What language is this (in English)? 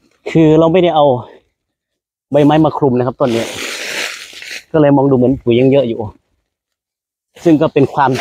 Thai